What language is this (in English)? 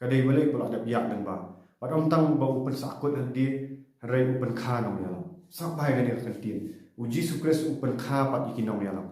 Khasi